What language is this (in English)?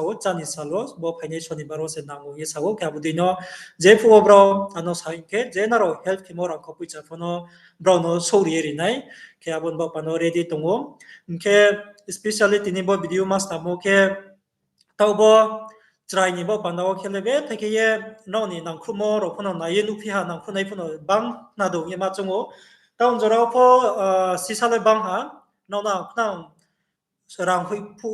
Riang (India)